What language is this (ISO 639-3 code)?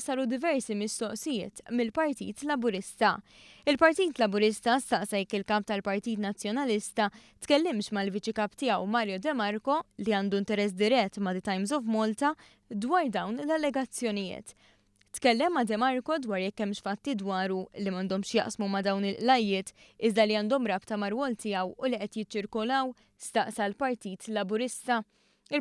mlt